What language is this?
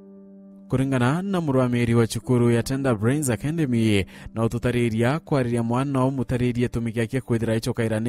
Meru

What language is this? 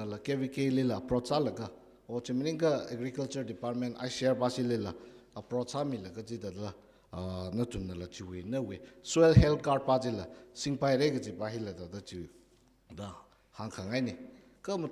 Tangkhul Naga (India)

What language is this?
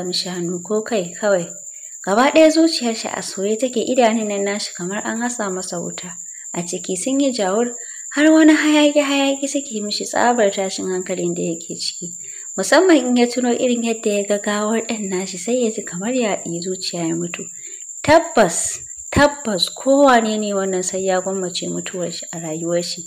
Hausa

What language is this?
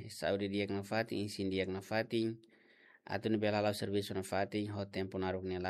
Tetum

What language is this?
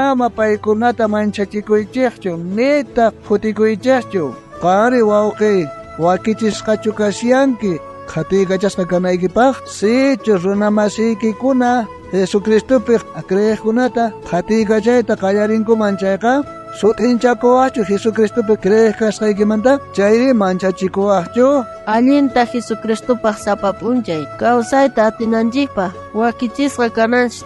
South Bolivian Quechua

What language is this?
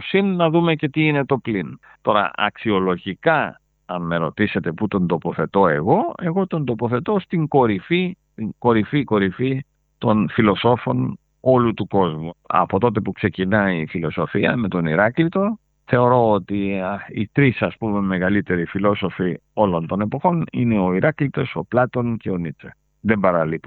Greek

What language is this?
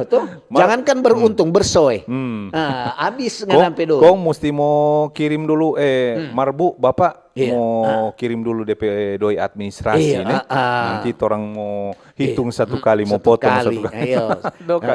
Manado Malay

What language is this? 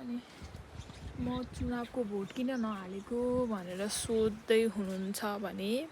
Nepali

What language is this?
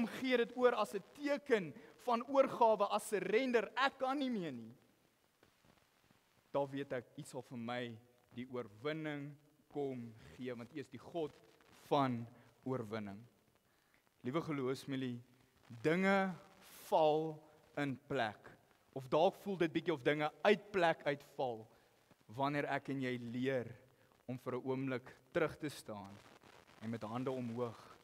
Afrikaans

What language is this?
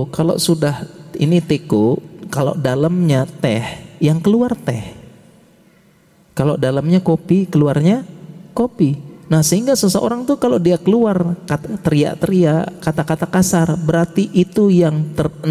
Indonesian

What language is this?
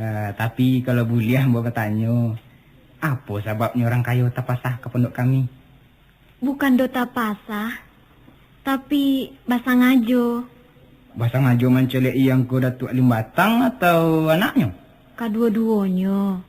Minangkabau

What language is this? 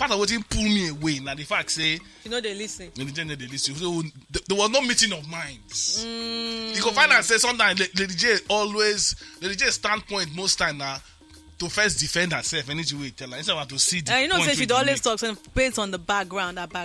Nigerian Pidgin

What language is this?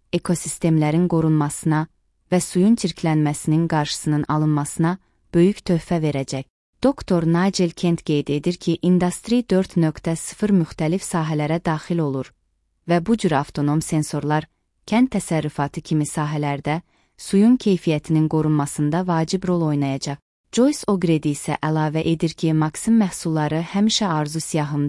Azerbaijani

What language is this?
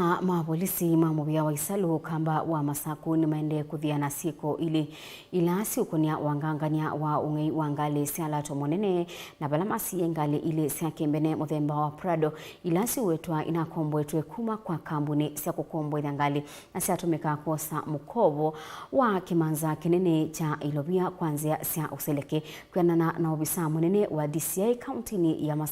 Kamba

